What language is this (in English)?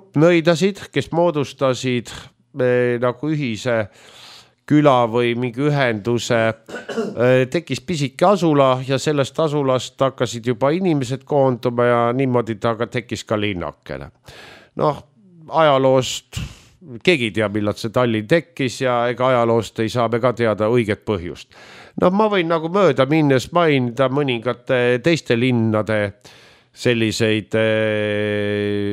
Estonian